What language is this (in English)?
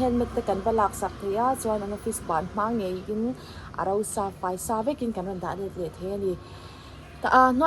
Mizo